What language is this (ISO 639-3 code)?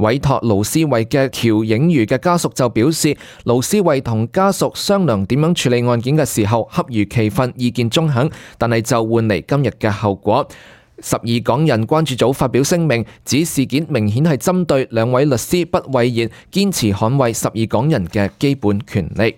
yue